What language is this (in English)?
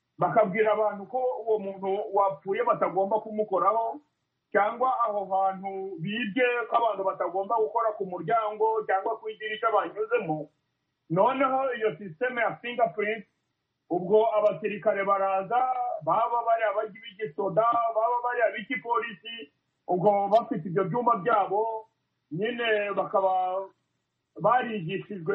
Kinyarwanda